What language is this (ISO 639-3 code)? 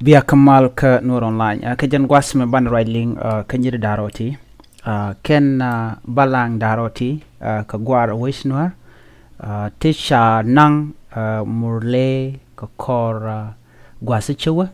nus